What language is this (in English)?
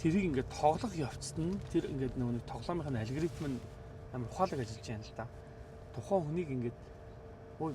Mongolian